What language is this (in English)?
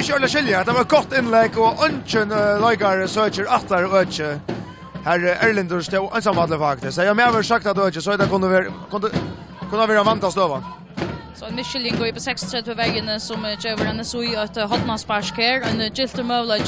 Faroese